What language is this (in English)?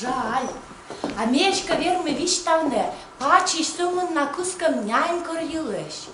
Komi